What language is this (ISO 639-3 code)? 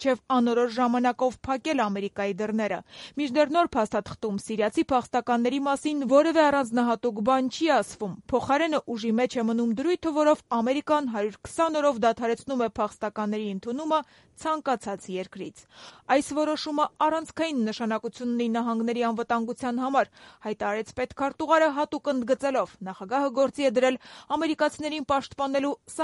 hye